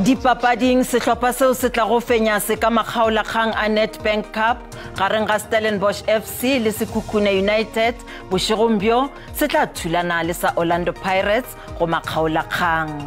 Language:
Northern Sotho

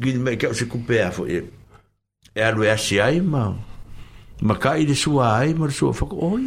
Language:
Samoan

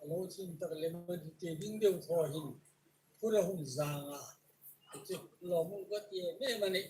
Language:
Hmar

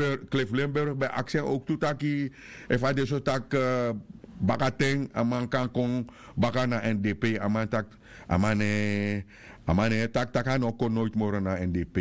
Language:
Sranan Tongo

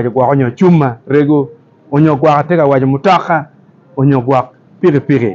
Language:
Acoli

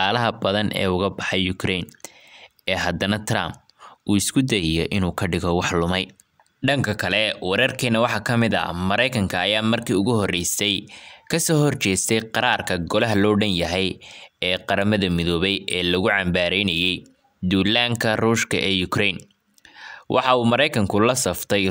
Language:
Somali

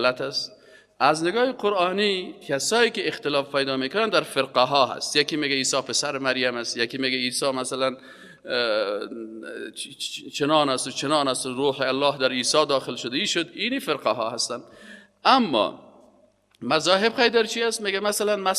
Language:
Persian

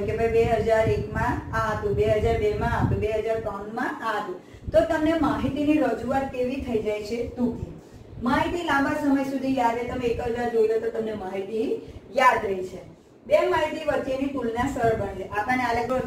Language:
Gujarati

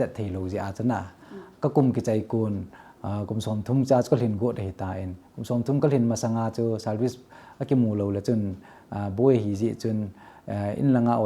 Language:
Thado Chin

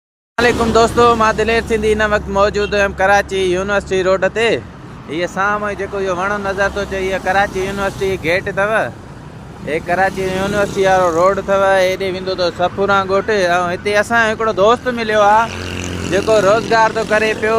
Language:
Sindhi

